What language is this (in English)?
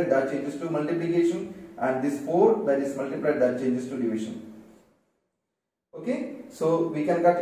English